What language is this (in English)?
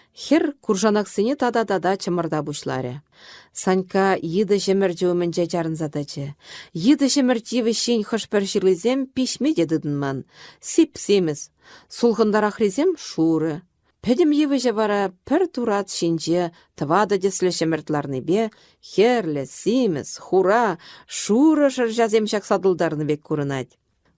Chuvash